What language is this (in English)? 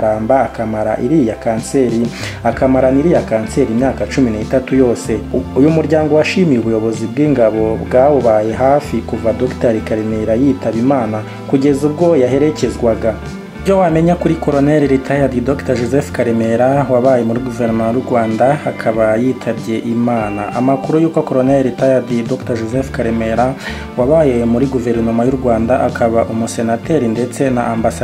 Kinyarwanda